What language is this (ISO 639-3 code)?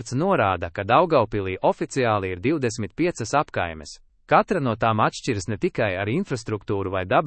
lav